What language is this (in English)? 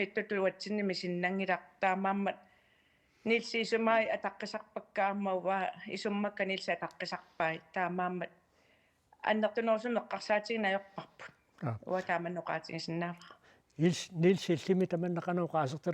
Kalaallisut